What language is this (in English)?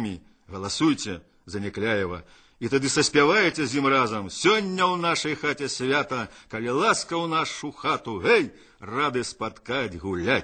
Belarusian